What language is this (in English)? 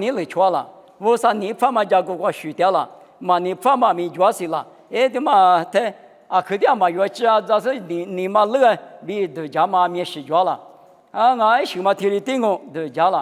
Lisu